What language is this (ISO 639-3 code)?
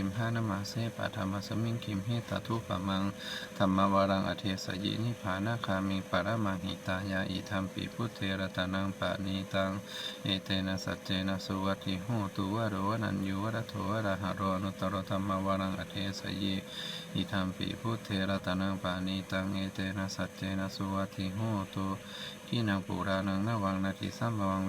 pli